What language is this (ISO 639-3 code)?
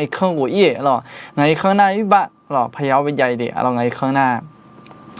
ahk